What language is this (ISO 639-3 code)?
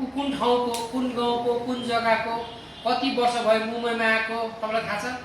nep